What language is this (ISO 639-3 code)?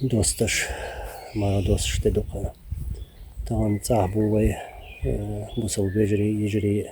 che